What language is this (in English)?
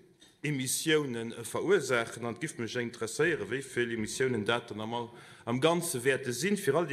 Luxembourgish